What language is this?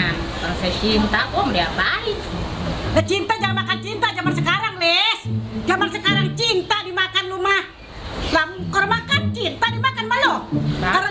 Betawi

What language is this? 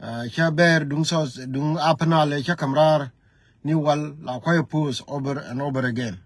Nuer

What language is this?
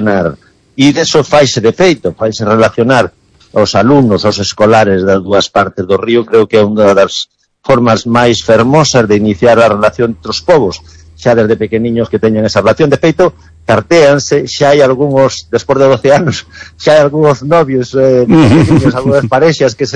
Galician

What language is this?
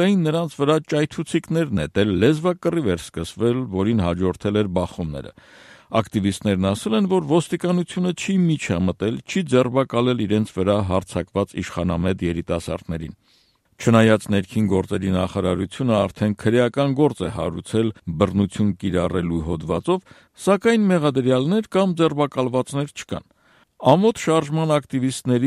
Armenian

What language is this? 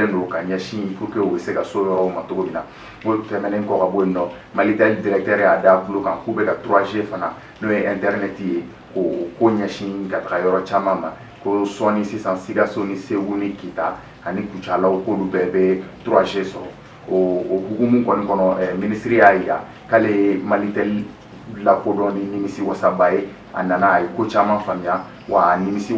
Bambara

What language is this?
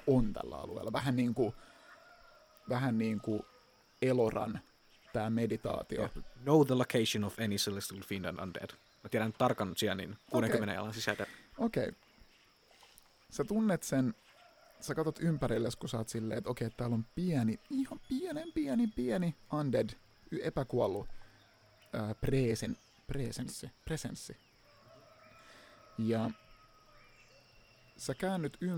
Finnish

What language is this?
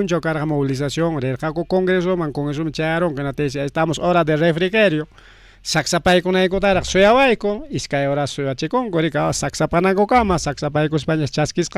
Ayacucho Quechua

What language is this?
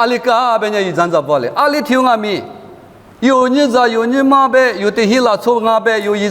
Lisu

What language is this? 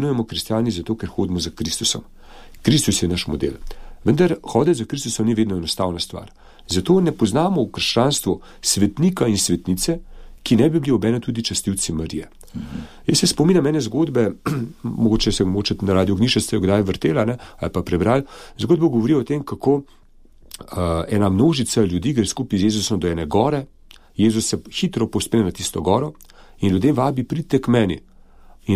Slovenian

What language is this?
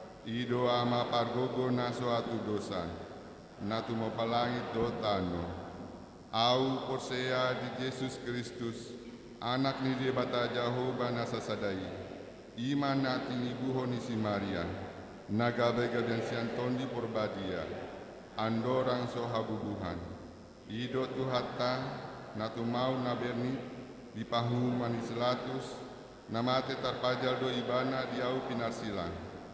Batak Toba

